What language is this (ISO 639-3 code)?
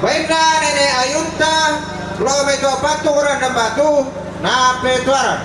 sda